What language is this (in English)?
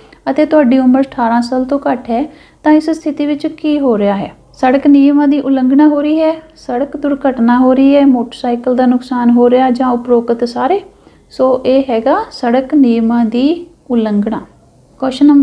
Punjabi